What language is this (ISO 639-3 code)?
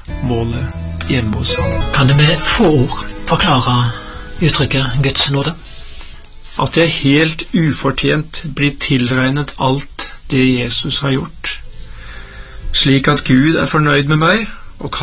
nor